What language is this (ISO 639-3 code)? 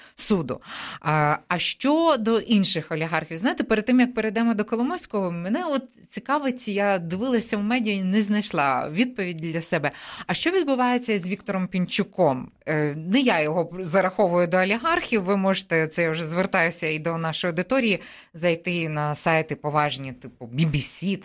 ukr